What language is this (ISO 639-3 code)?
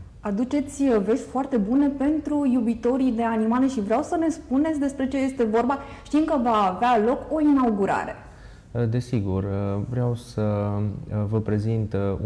ron